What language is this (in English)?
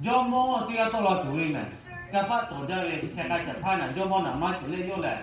Lahu